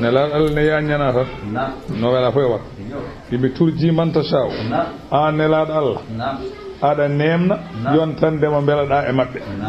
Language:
Fula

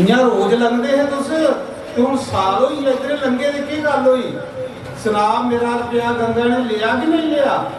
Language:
Dogri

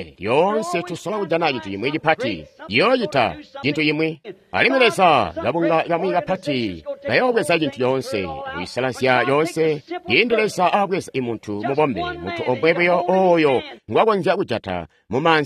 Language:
Tonga (Zambia)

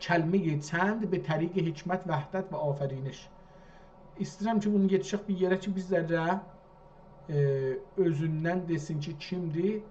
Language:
South Azerbaijani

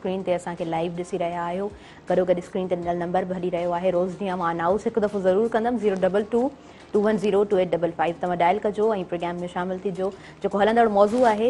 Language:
Sindhi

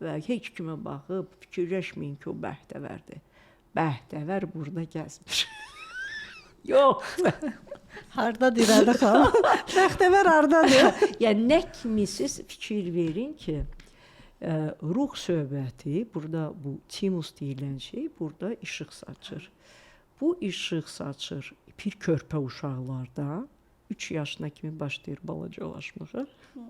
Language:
Azerbaijani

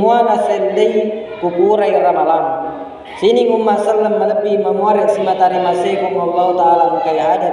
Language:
Buginese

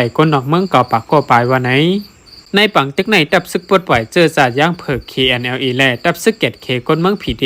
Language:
Shan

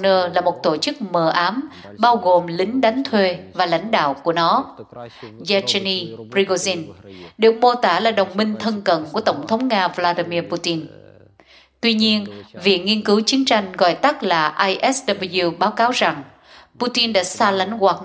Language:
Vietnamese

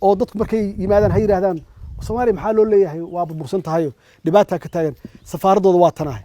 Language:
Somali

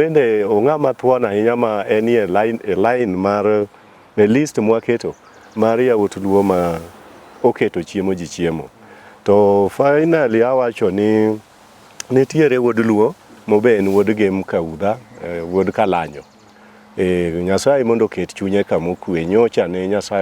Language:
Luo (Kenya and Tanzania)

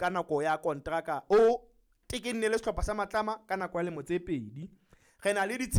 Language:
Southern Sotho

